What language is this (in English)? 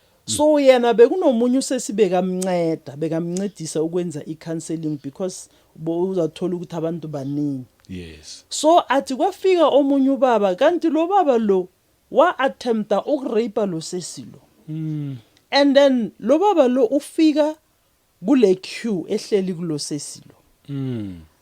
Zulu